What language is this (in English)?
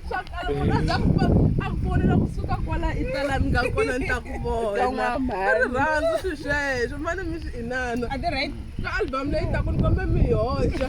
Tsonga